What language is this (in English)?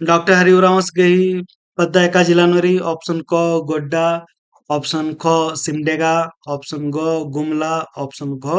Kurukh